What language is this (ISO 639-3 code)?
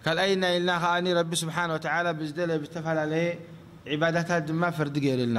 tir